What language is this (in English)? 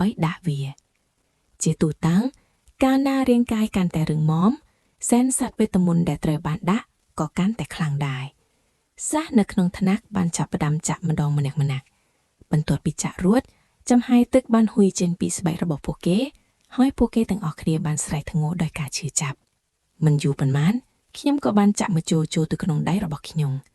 Khmer